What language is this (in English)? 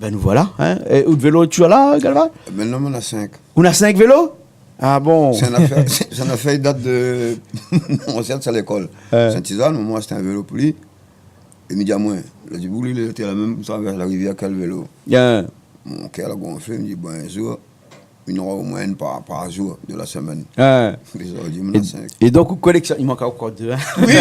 Réunion Creole French